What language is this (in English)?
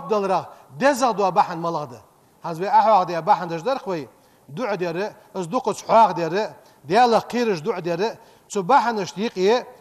Ingush